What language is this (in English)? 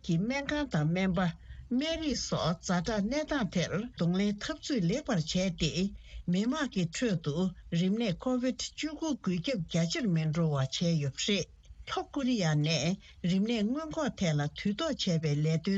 Tibetan